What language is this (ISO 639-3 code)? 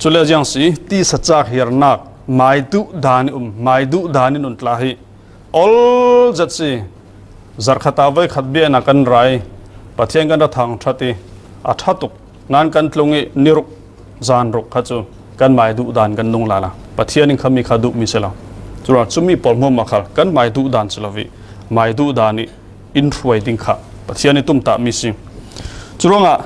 cfm